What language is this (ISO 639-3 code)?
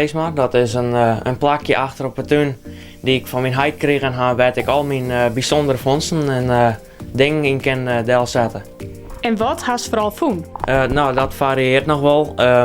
fry